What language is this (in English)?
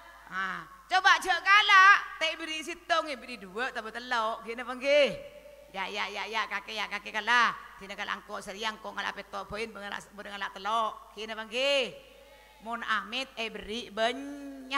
Madurese